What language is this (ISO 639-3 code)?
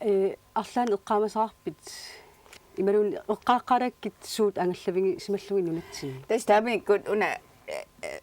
kal